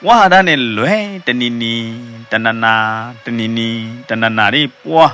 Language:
S'gaw Karen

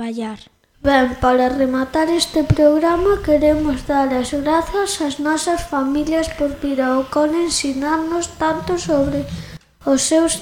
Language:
Galician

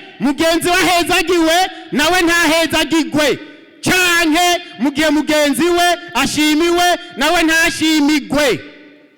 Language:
Rundi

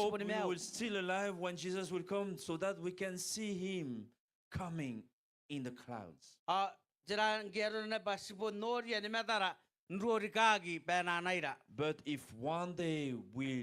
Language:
Gilbertese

